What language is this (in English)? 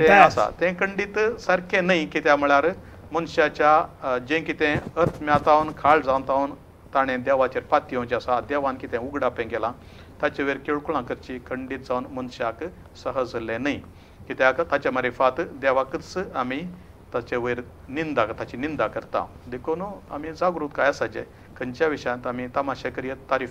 Konkani